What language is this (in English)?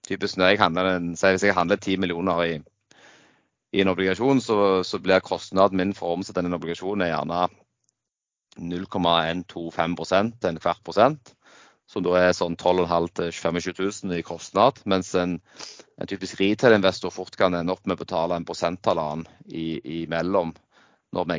Norwegian